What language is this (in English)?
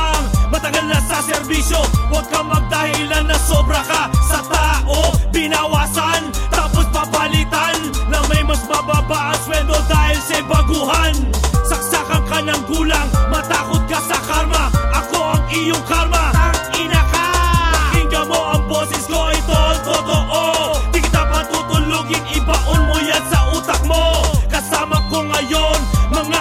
Filipino